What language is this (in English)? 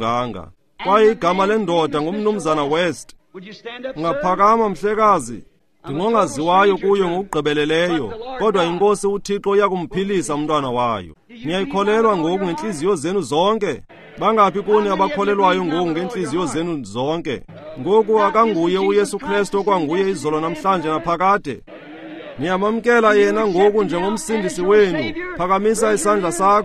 Xhosa